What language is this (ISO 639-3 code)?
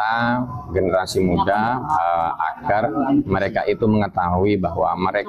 ind